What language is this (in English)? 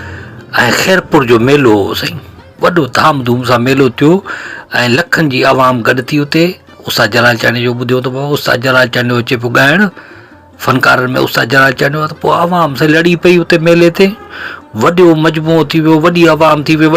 Sindhi